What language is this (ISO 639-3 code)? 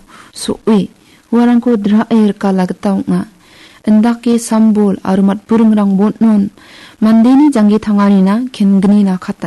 grt